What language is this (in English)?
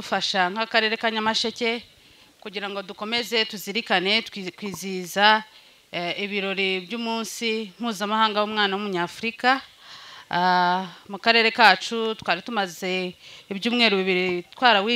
Kinyarwanda